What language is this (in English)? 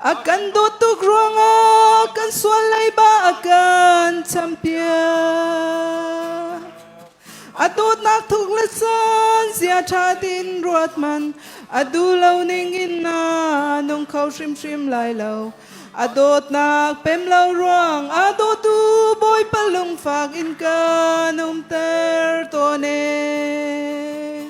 Hakha Chin